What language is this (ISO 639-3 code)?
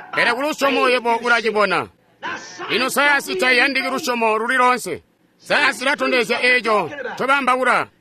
toi